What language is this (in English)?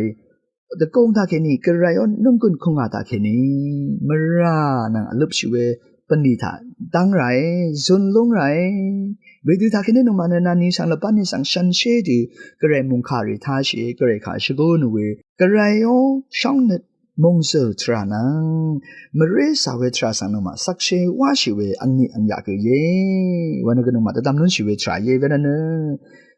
Rawang